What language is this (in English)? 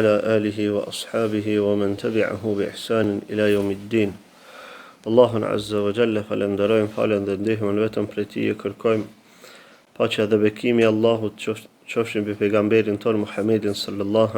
Albanian